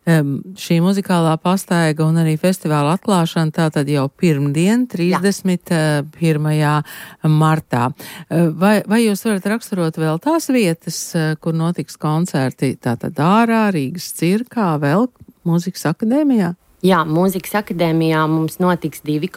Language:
Latvian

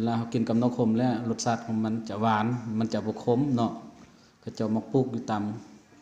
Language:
Lao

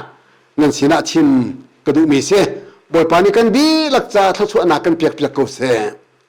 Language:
Hakha Chin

